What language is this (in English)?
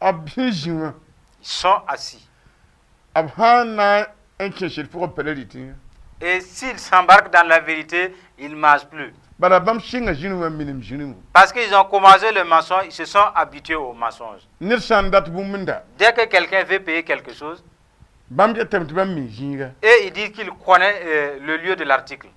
Mossi